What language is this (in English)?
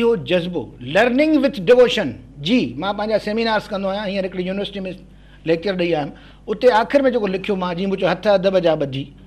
Sindhi